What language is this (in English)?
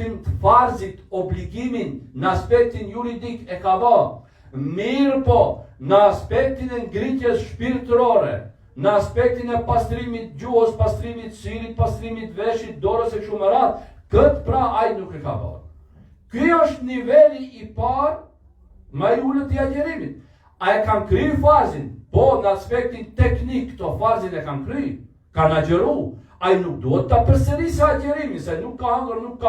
Albanian